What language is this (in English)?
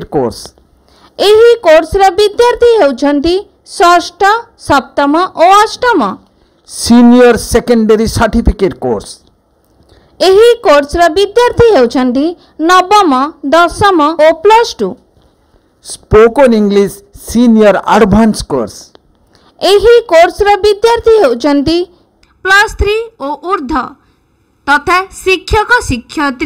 Odia